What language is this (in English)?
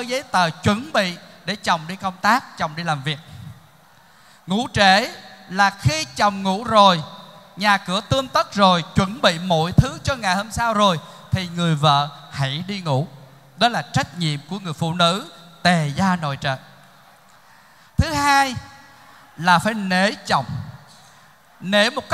Vietnamese